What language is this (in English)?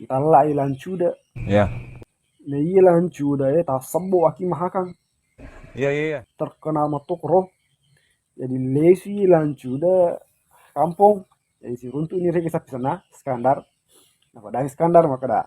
Buginese